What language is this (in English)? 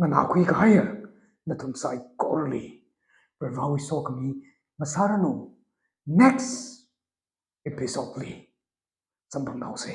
Tangkhul Naga (India)